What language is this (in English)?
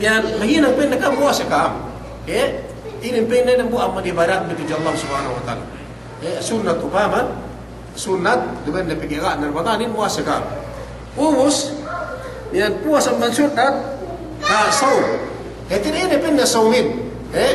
Yakan